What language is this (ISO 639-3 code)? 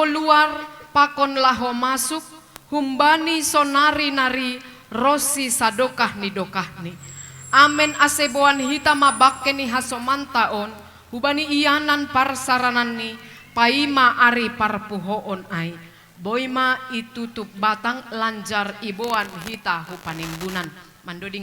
bts